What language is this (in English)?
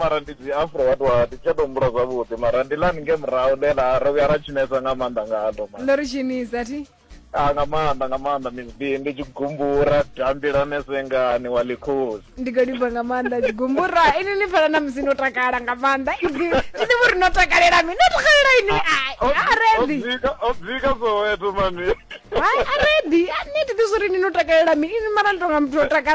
Venda